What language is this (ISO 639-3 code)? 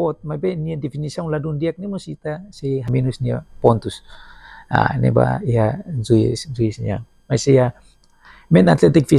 tet